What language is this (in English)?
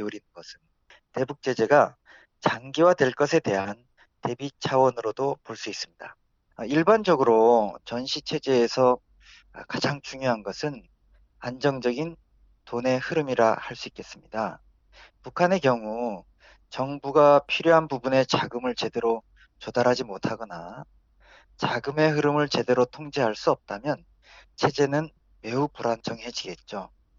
Korean